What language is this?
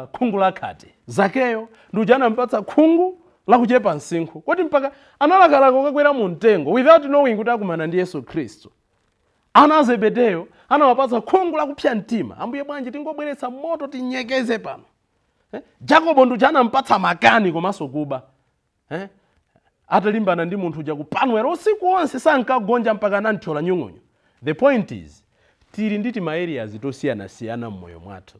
Nyanja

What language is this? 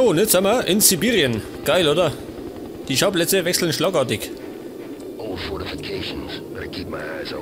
Bavarian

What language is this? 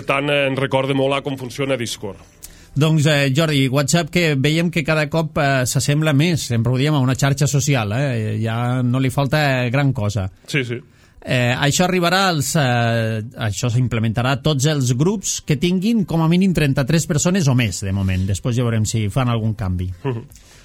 Catalan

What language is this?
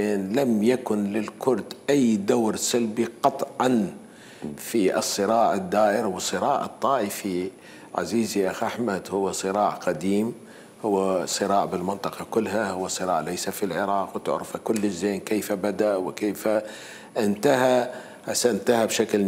Mesopotamian Arabic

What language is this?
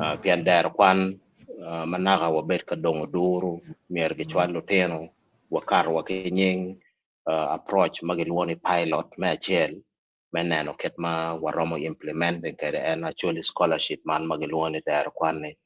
Acoli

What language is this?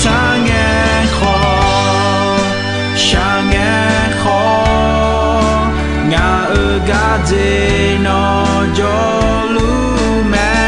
Akha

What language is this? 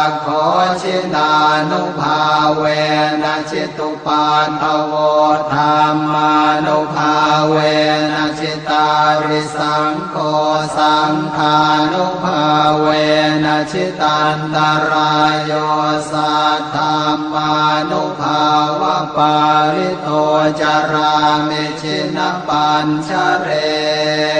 Pali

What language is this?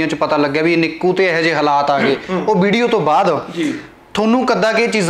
Punjabi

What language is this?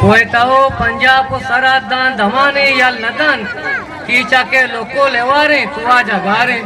Eastern Balochi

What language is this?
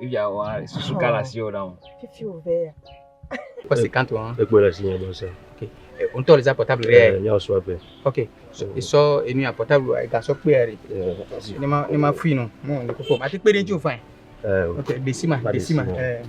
Ewe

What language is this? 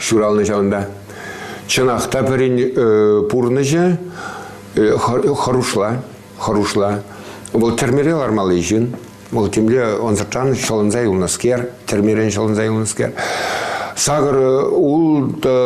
Chuvash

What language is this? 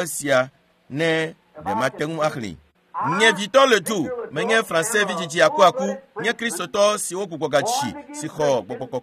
Ewe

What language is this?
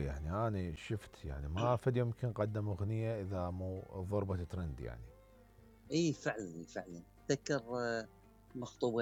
Mesopotamian Arabic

